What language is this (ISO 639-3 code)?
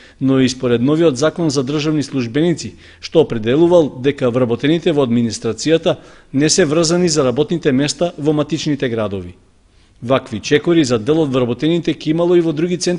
mkd